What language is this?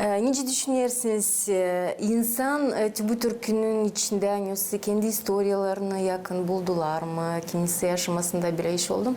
Gagauz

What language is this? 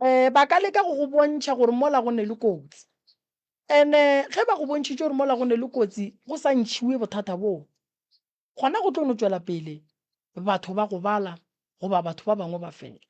Northern Sotho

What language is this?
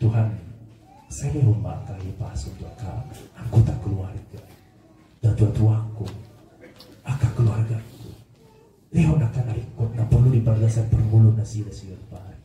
Batak Toba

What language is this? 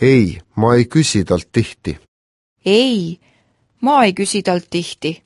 Estonian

